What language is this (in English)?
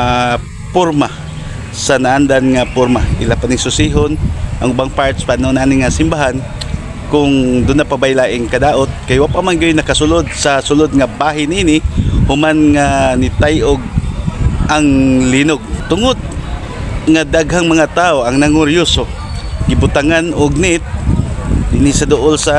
Cebuano